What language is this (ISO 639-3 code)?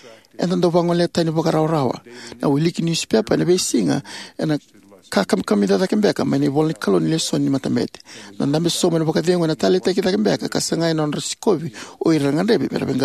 fij